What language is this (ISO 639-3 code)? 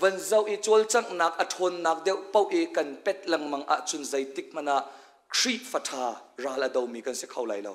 cnh